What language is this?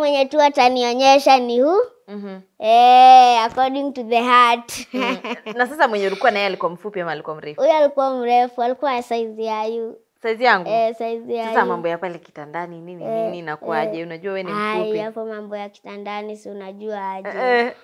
Swahili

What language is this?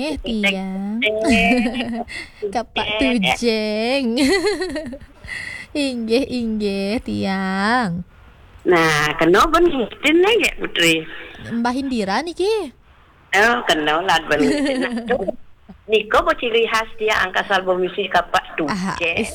Balinese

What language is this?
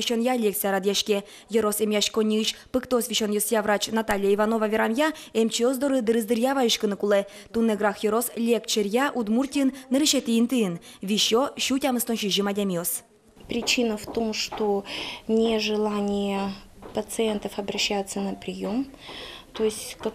Udmurt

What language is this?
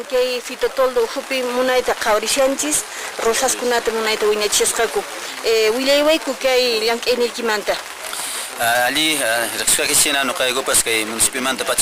Quechua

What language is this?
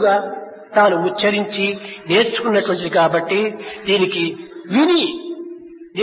Telugu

